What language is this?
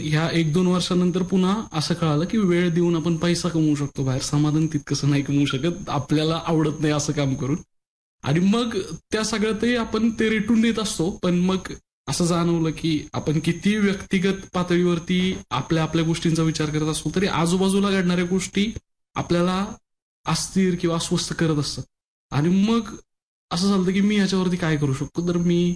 Marathi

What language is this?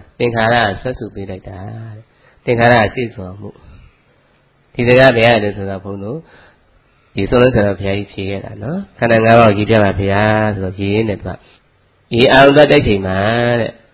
Burmese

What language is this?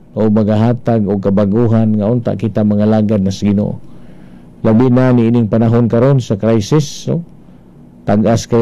Cebuano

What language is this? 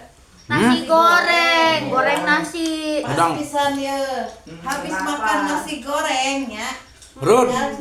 Sundanese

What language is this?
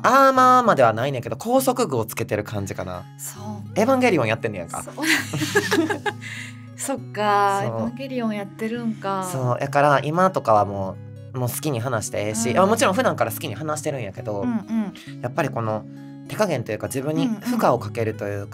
Japanese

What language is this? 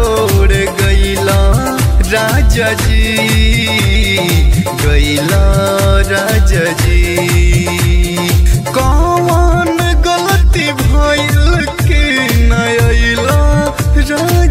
Bhojpuri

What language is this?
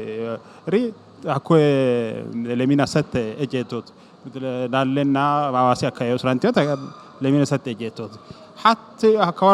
Sidamo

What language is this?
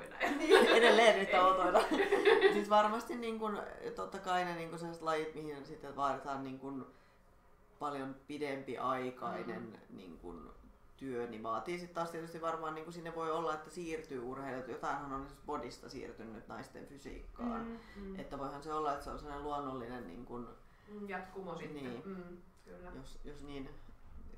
Finnish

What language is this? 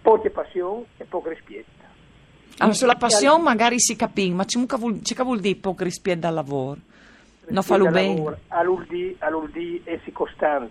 Friulian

